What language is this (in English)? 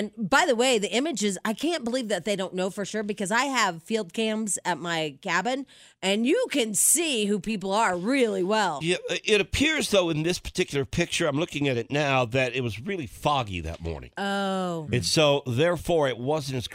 English